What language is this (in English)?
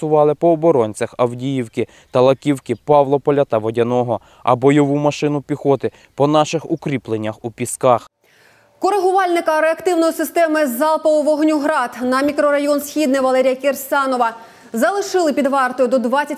Ukrainian